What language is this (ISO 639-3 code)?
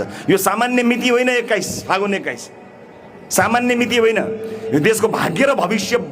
nep